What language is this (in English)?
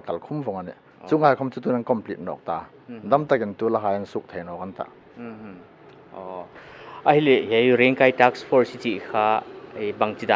Hmar